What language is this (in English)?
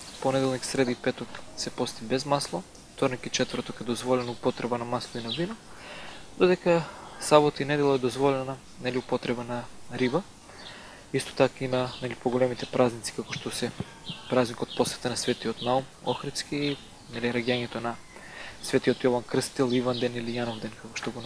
Macedonian